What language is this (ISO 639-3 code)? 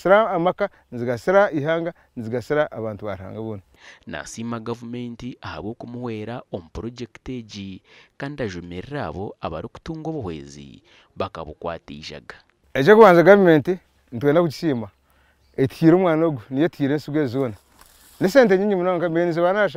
nyn